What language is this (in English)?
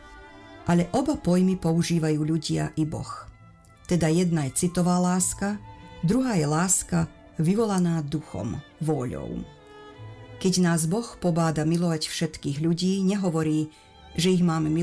Slovak